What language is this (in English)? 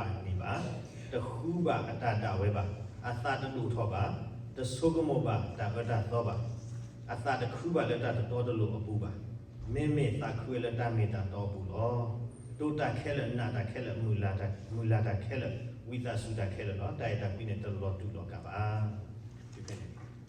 S'gaw Karen